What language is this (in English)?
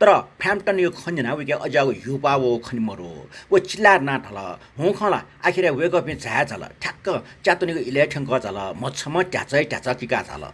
Newari